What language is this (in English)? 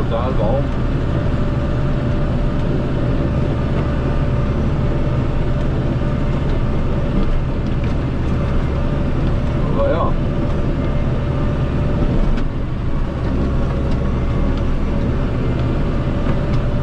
German